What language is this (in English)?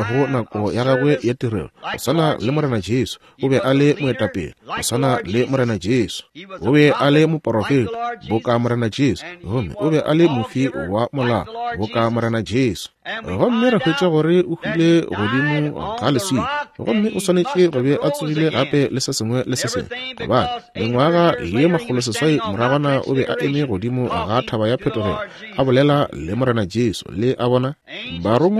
Northern Sotho